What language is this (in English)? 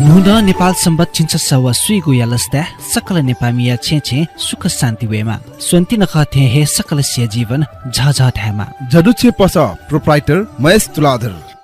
Newari